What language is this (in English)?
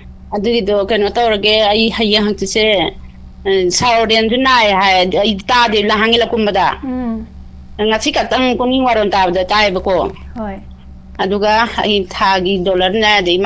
Manipuri